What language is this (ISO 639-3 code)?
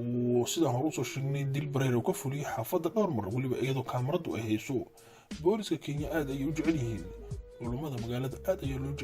som